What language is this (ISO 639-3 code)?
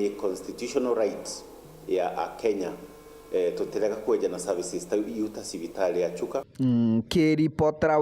mer